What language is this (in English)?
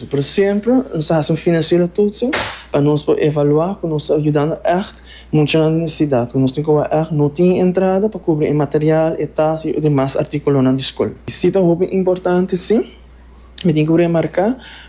Papiamento